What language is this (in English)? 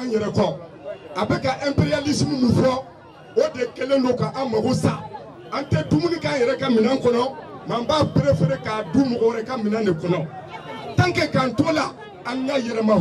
Bambara